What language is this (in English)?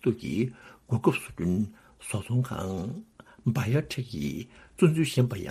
Tibetan